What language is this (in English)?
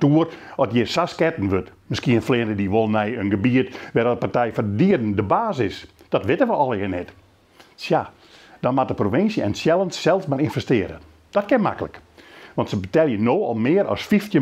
Western Frisian